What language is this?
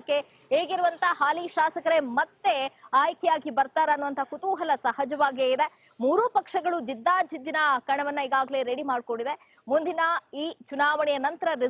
Kannada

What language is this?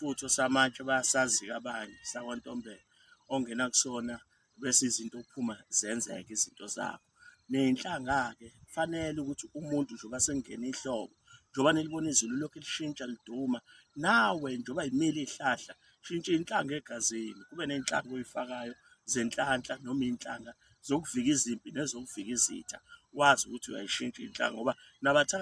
Zulu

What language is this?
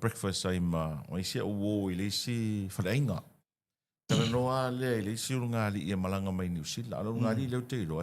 Samoan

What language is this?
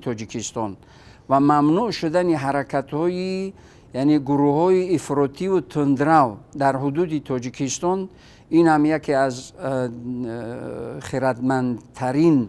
Tajik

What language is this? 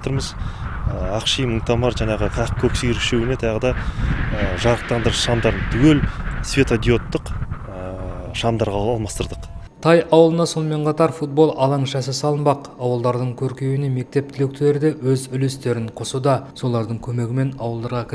Kazakh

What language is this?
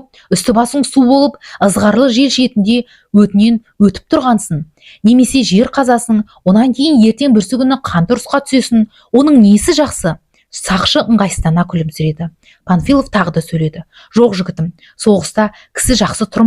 Kazakh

